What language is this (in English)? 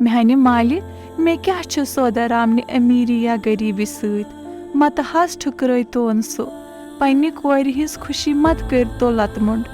Kashmiri